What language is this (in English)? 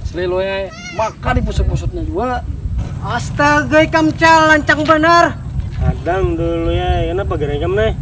Banjar